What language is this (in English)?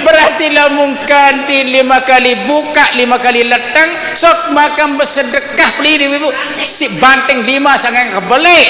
Sasak